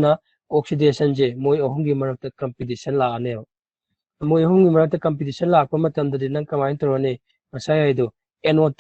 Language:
Manipuri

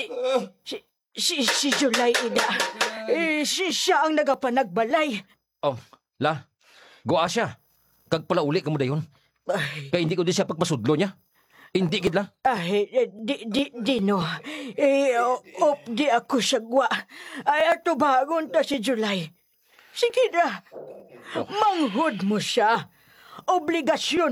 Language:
Hiligaynon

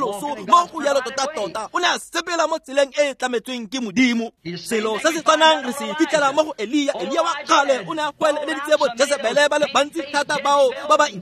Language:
Tswana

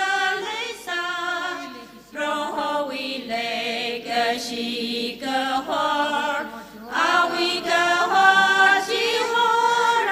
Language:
Tangkhul Naga (India)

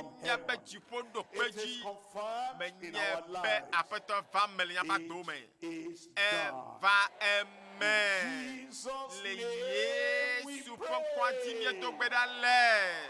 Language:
Ewe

